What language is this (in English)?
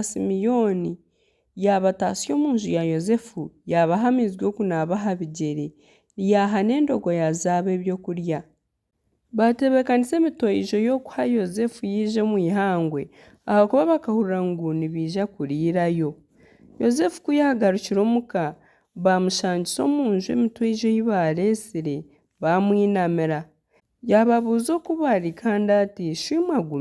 Nyankole